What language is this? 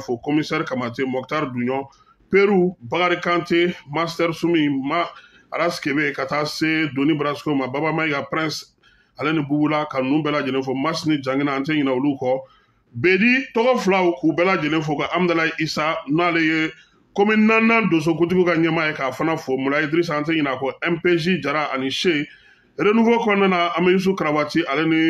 Bambara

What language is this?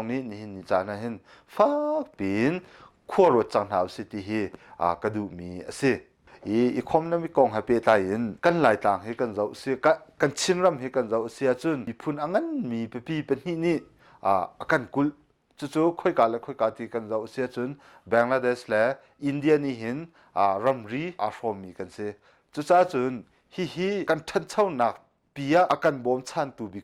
Hakha Chin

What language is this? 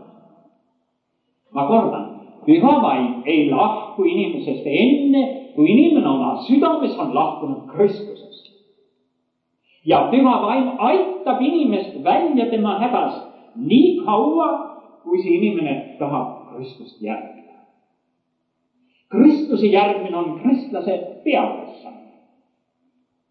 Estonian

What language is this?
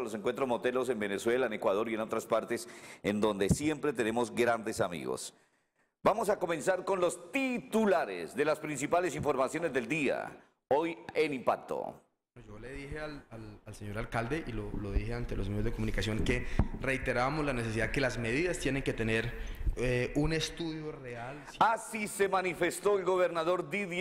Spanish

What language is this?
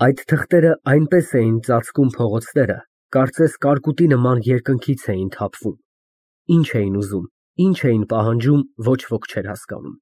Armenian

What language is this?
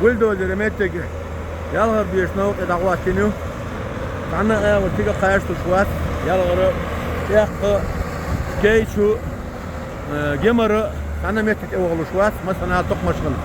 Chechen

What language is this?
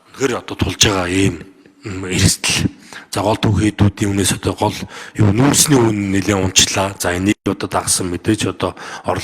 Mongolian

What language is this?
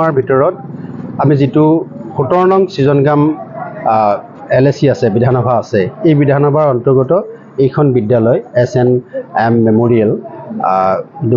Assamese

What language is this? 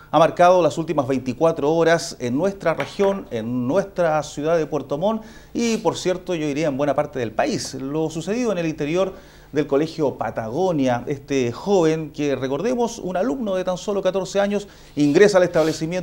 Spanish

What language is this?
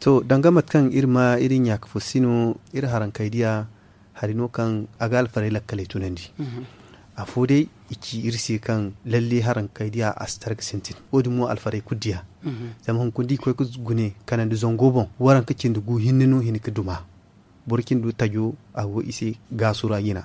Zarma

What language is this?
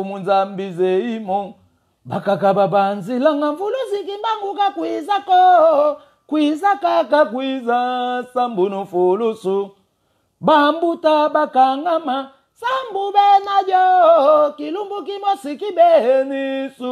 Lingala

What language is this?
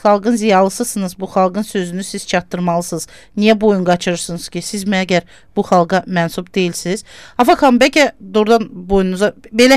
Azerbaijani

